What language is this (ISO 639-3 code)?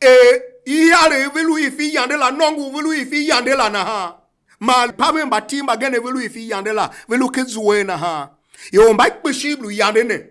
tiv